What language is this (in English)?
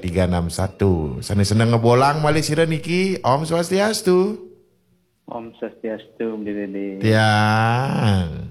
Balinese